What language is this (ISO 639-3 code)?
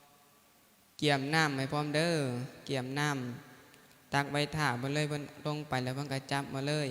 lao